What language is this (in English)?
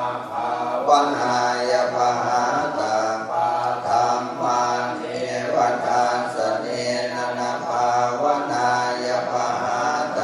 Pali